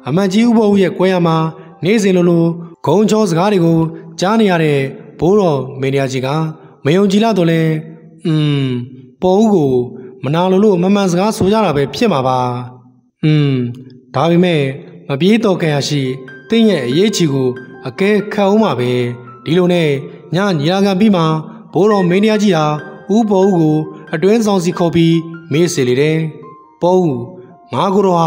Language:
Burmese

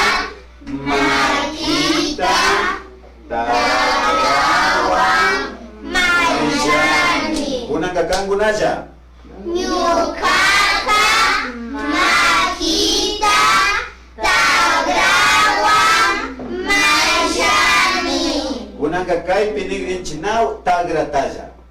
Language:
Imbabura Highland Quichua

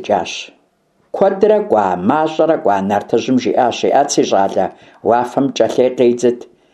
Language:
Kabardian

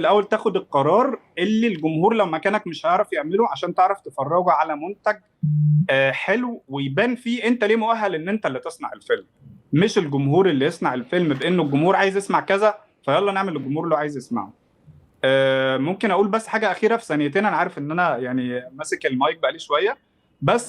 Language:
Egyptian Arabic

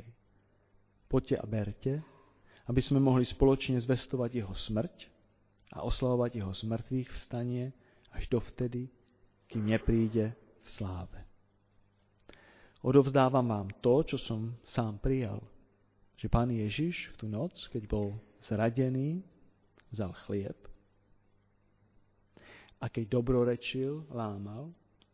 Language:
Slovak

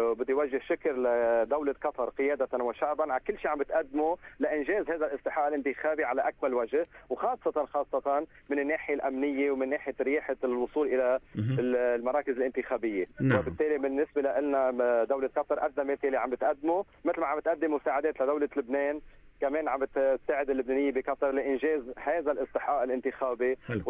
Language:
North Levantine Arabic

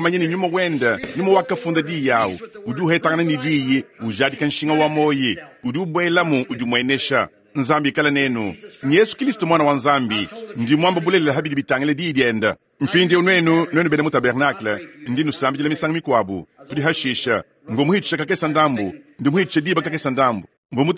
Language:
Luba-Lulua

